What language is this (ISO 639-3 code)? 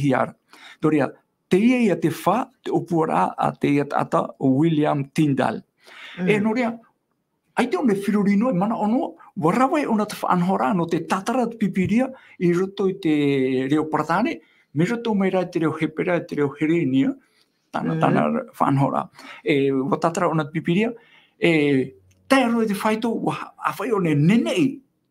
tah